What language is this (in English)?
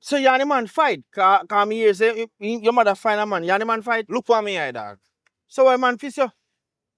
Jamaican Creole English